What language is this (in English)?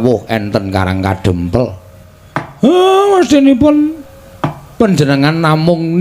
Javanese